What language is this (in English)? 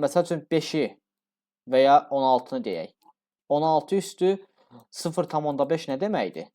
Azerbaijani